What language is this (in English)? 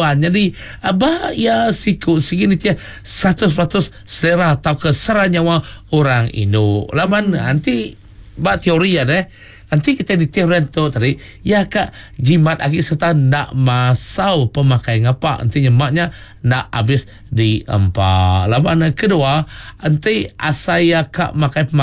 Iban